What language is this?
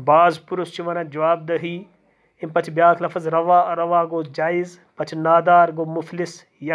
Kashmiri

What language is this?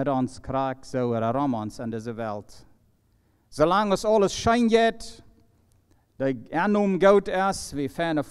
Plautdietsch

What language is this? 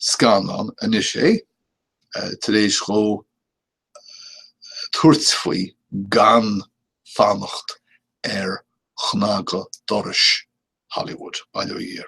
Irish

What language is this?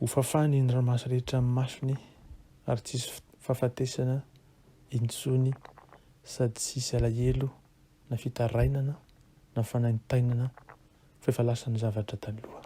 Malagasy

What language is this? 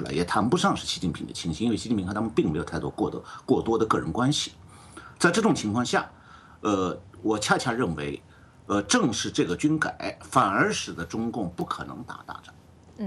Chinese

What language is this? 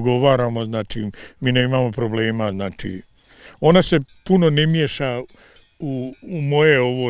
Bosnian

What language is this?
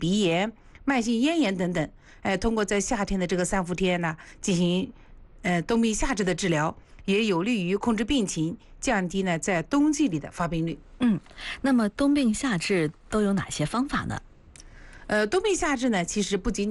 Chinese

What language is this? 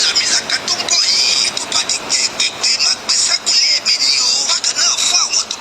Yoruba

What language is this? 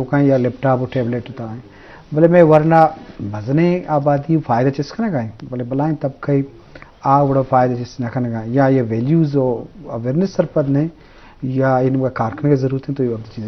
Eastern Balochi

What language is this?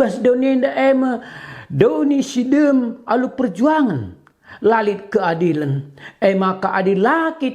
Batak Karo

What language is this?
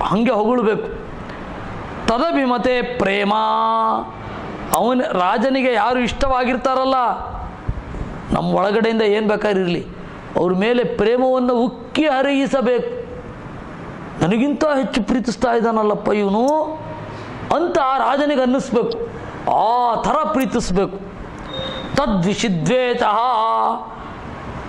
Kannada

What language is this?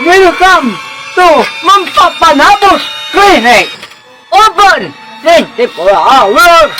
Pangasinan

